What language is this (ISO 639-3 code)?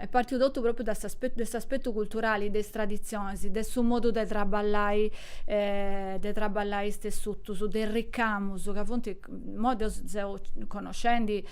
srd